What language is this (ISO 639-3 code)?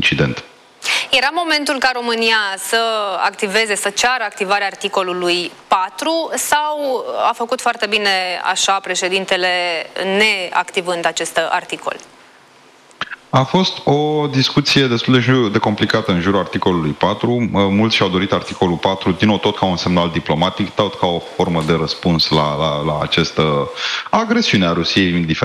ron